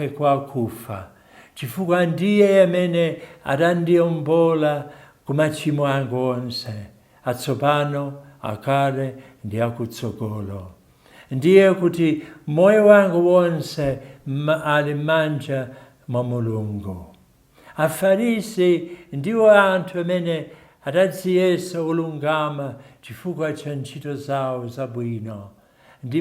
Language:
Nyanja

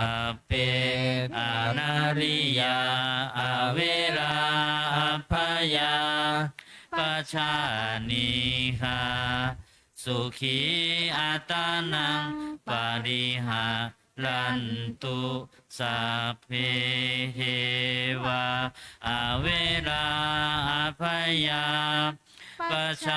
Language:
Pali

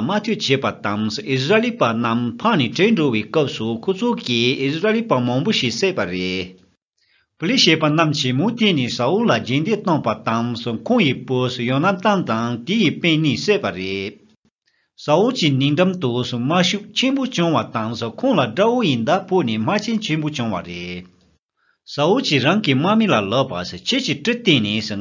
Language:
Tibetan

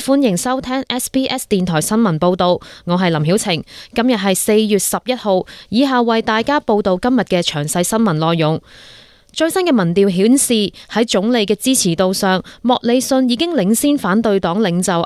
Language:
Cantonese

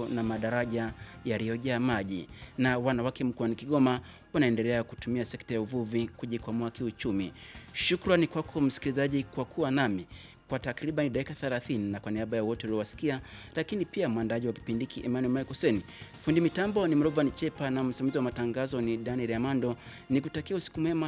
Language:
Swahili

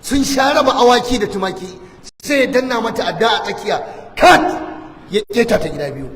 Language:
Hausa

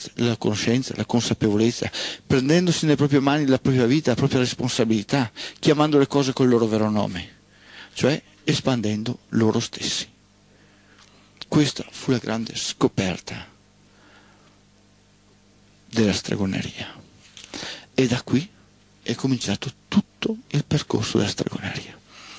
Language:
Italian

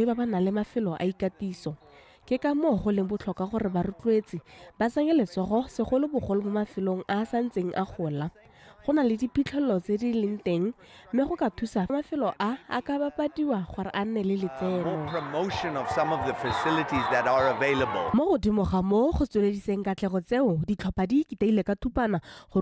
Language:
Tswana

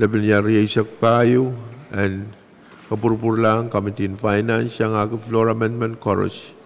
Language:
Pohnpeian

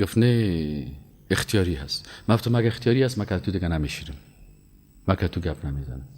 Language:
Persian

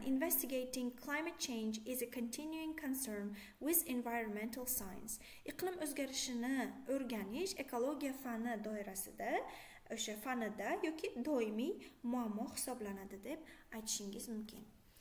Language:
Uzbek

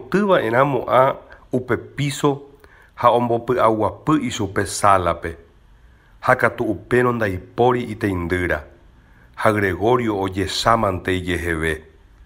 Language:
Guarani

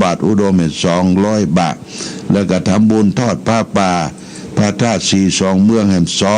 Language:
Pali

